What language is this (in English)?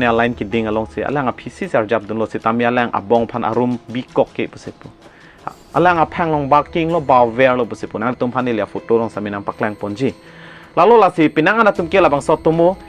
Karbi